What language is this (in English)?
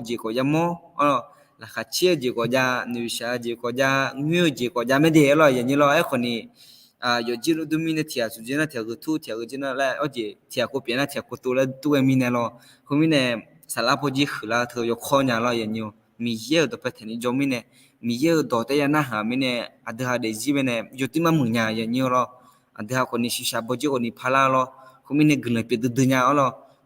Akha